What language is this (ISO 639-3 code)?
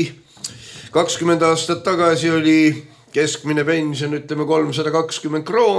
est